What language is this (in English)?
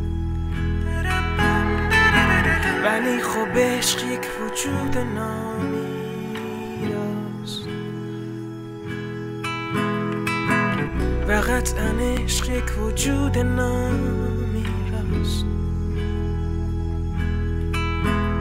Persian